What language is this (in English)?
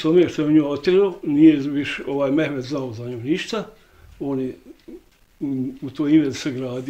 Bosnian